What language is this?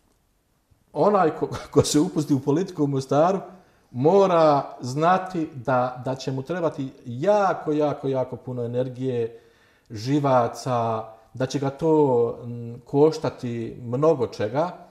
Bosnian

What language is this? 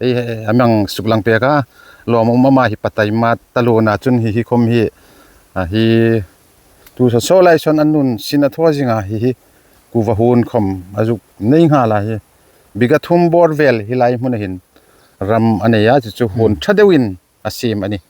Hmar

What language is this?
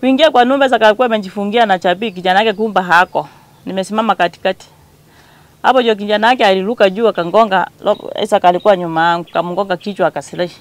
Gusii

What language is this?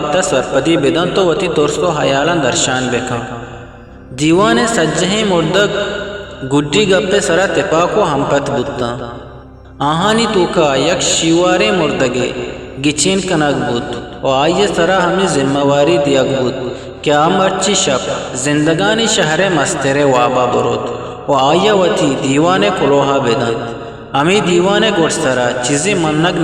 Eastern Balochi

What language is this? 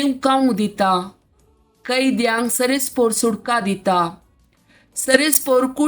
Konkani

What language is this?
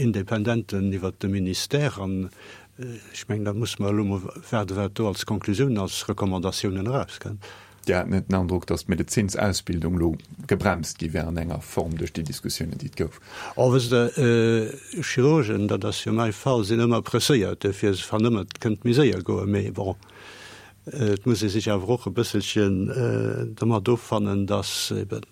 Luxembourgish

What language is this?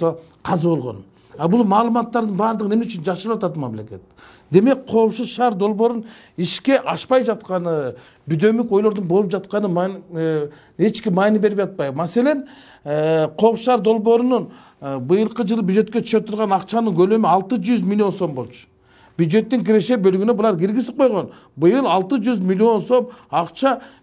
Kyrgyz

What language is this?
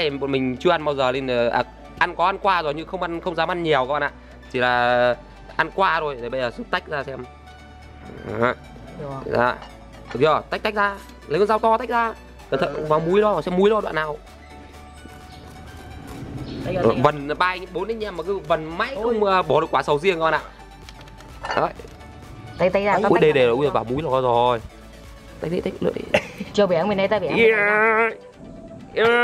Vietnamese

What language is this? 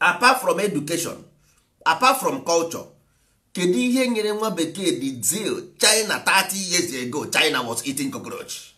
Igbo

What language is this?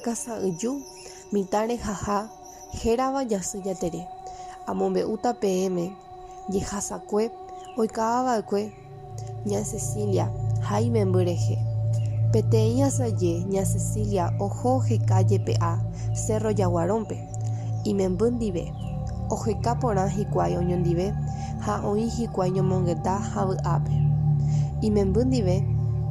Guarani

